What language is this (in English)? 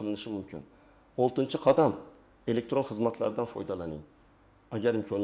Uzbek